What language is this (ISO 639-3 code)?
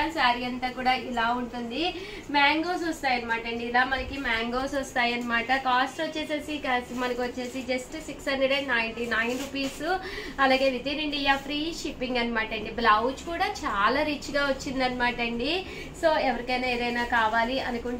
tel